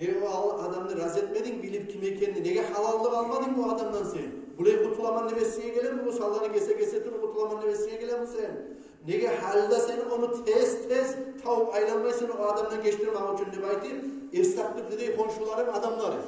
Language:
Kumyk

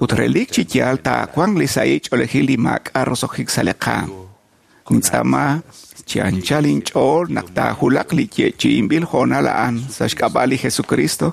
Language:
Kekchí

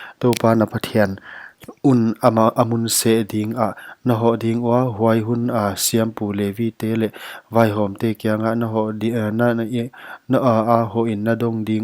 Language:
Paite Chin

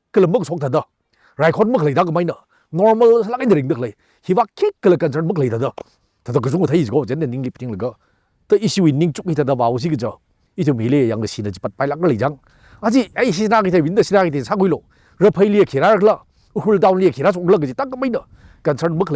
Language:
Tangkhul Naga (India)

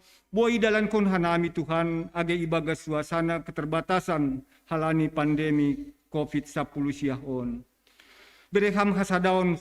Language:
Batak Simalungun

